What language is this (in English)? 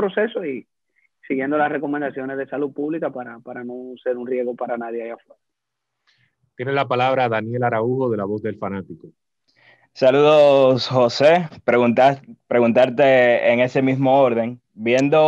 Spanish